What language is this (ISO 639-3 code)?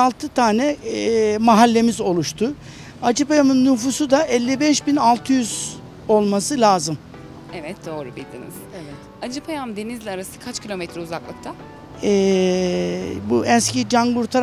tur